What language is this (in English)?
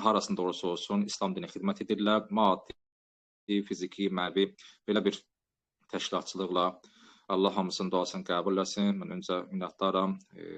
Azerbaijani